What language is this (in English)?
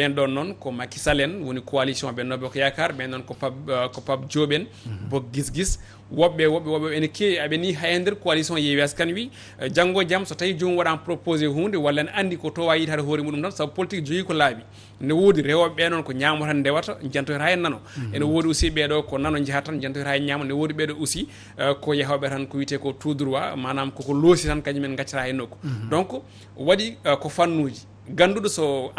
Fula